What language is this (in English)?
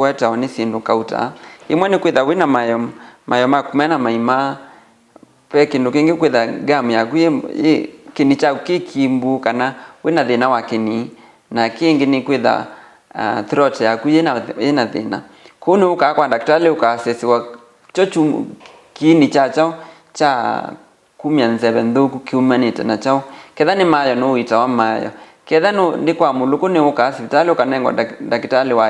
Kamba